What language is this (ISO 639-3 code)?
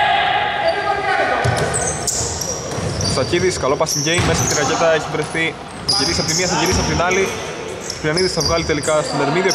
ell